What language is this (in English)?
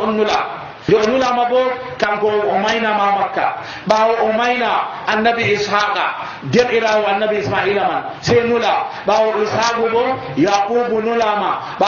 Nigerian Fulfulde